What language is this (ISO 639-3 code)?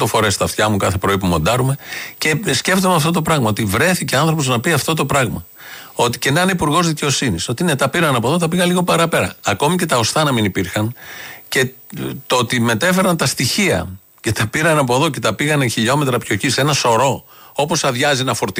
ell